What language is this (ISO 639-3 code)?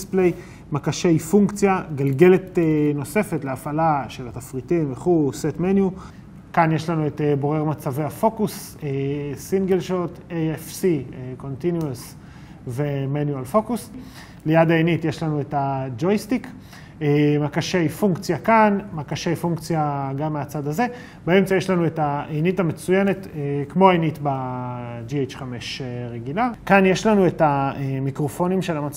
heb